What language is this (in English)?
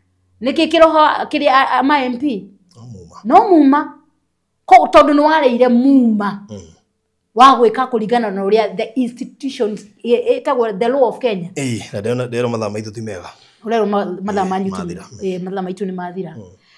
Kikuyu